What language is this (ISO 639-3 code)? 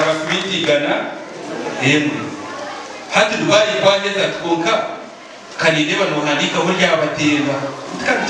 nyn